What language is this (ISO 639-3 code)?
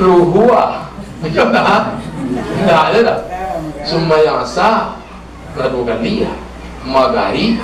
min